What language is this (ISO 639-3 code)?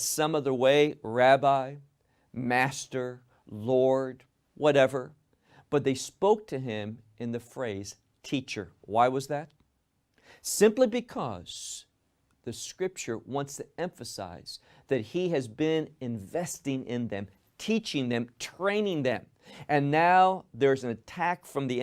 eng